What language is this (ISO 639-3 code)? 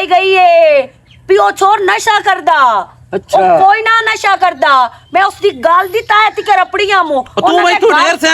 lah